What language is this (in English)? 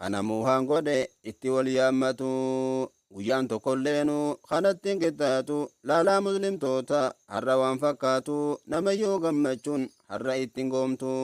Oromo